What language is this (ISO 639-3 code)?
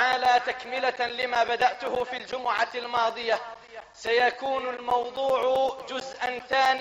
ara